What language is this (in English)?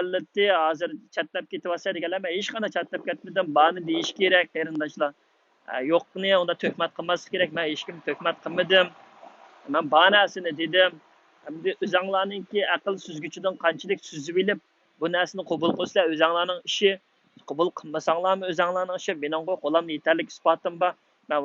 Uyghur